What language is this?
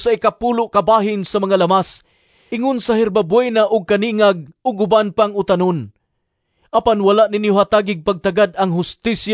Cebuano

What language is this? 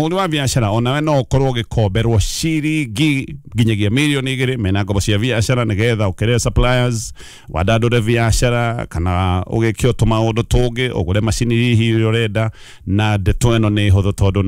Kikuyu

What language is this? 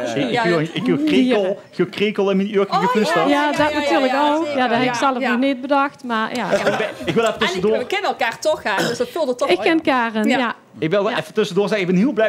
Dutch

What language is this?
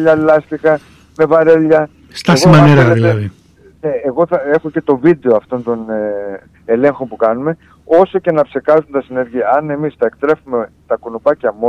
Greek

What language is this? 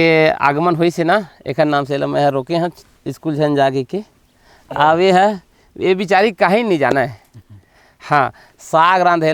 Chhattisgarhi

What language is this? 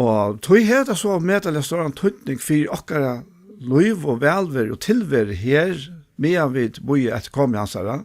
Faroese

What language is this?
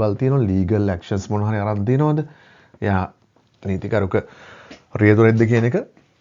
Sinhala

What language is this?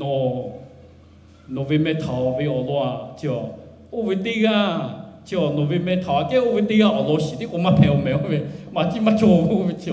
Lahu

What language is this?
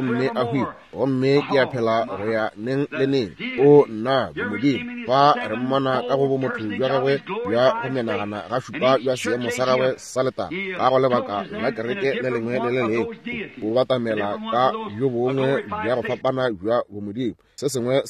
Northern Sotho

